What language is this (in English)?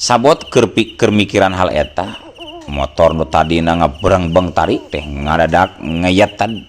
Sundanese